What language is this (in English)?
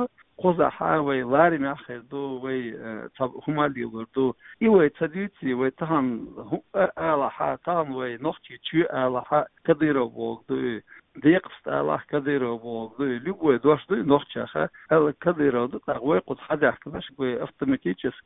Chechen